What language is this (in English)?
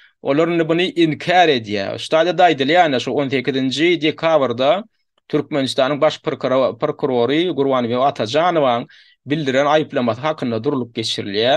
Turkmen